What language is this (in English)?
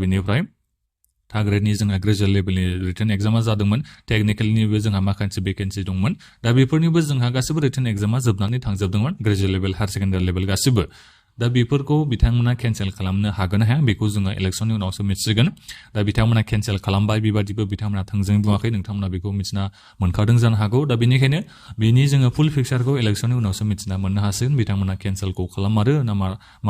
Bodo